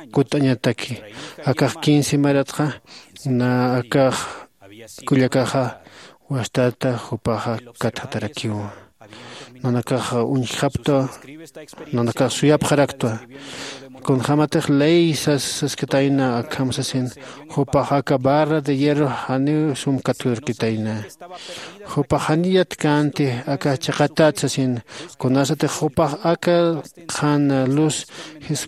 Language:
Aymara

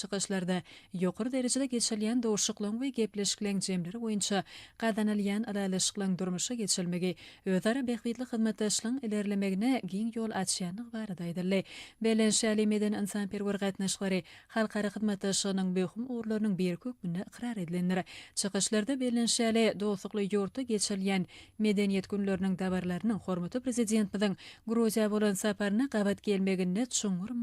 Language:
Turkmen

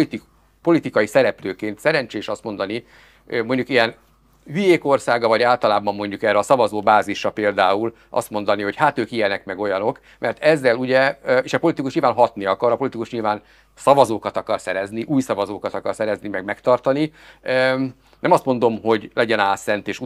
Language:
Hungarian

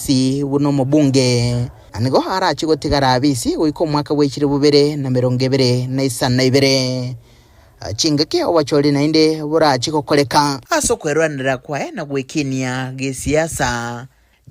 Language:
Gusii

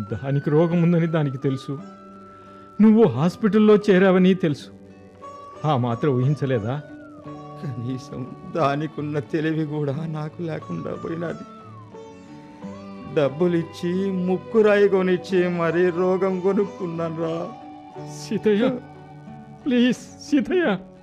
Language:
Telugu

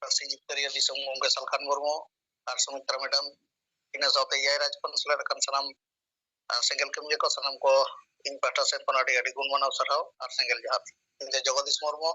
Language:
Santali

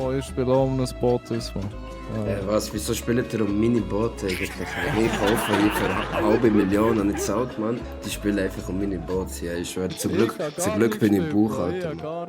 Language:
Swiss German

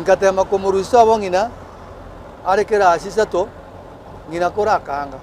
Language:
Gusii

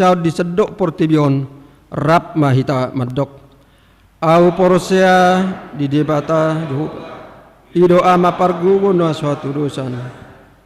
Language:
Batak Toba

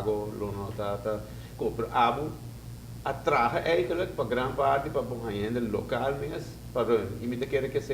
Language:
Papiamento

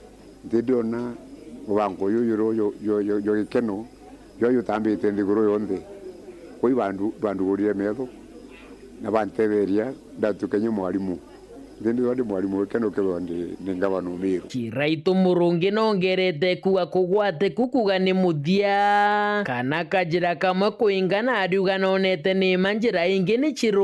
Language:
Meru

